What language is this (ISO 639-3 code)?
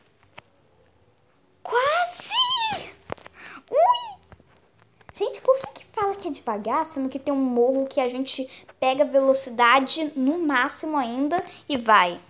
por